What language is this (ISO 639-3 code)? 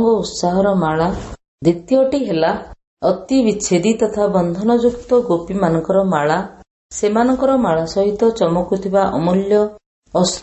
ori